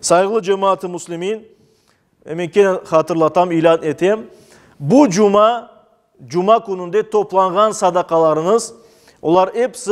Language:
Crimean Tatar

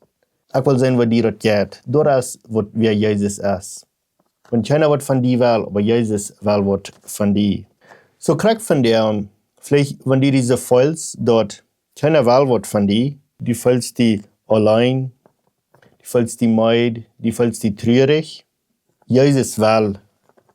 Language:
Plautdietsch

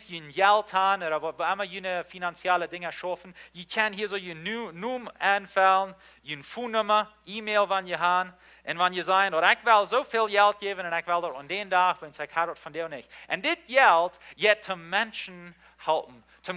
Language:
Plautdietsch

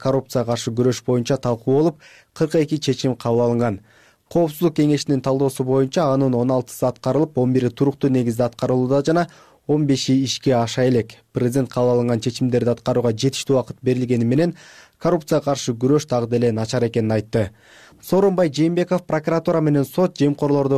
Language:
Kyrgyz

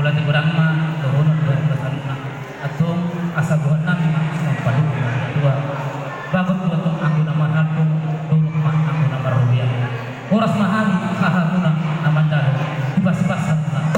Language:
Batak Toba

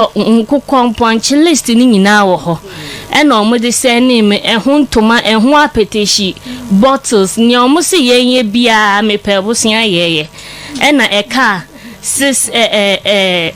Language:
Akan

